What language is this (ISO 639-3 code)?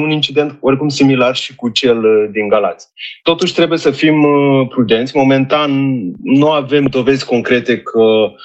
ron